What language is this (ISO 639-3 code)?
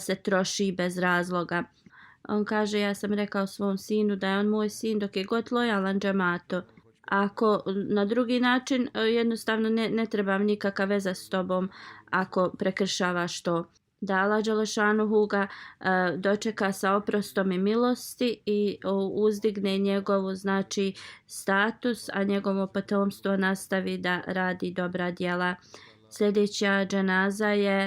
bos